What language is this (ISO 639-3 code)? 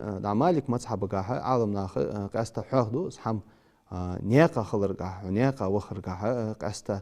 inh